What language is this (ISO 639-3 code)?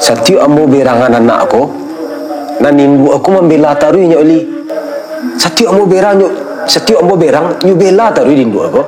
min